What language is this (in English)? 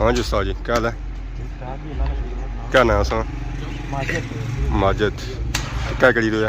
Pahari-Potwari